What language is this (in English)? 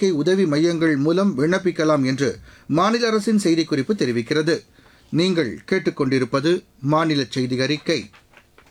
Tamil